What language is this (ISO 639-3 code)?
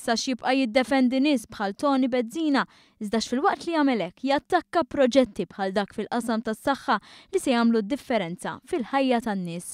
mlt